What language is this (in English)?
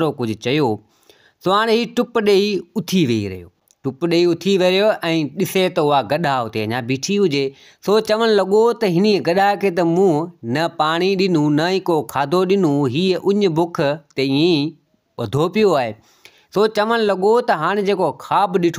Sindhi